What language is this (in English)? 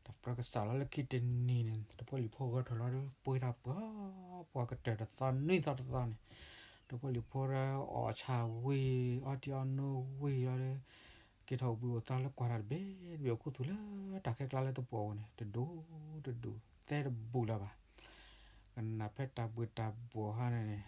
S'gaw Karen